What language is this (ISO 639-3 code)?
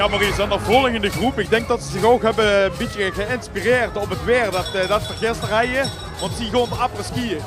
lim